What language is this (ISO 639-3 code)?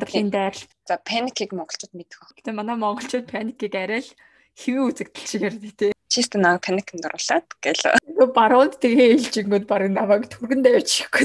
mon